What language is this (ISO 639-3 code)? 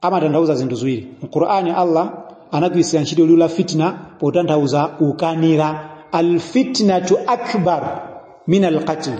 nya